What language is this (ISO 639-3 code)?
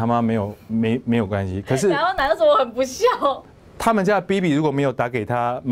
zho